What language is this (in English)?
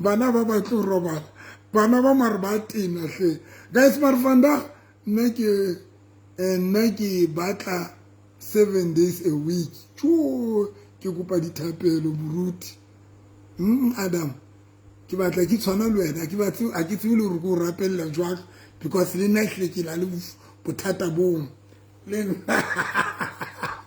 Southern Sotho